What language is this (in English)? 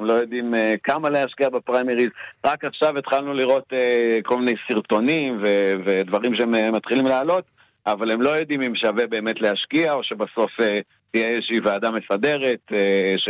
Hebrew